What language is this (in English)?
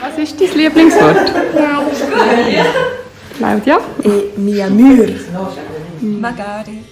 Romansh